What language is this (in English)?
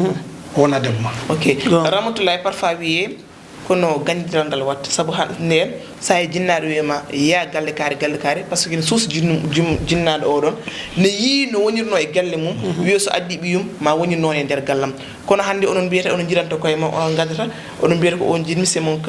Fula